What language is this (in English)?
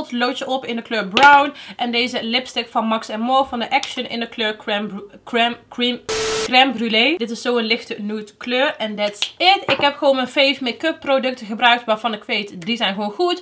Dutch